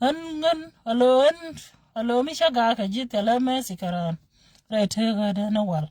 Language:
Nuer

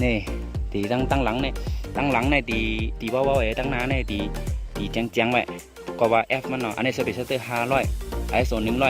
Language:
Shan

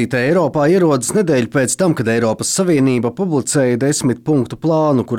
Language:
Latvian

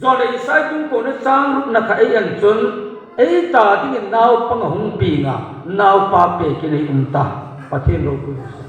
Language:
Hmar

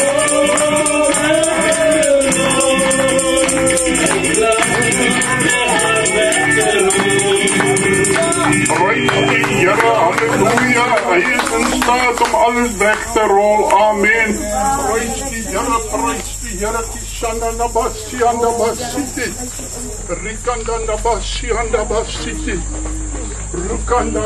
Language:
Afrikaans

